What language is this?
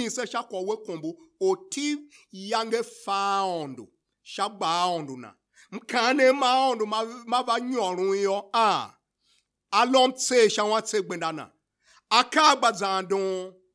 Tiv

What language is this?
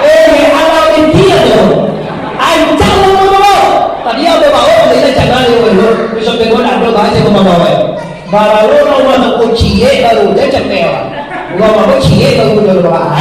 Minangkabau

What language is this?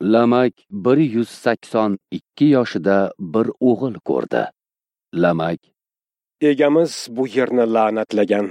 Uzbek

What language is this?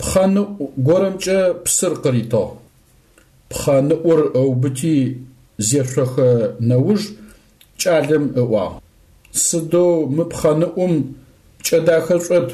Adyghe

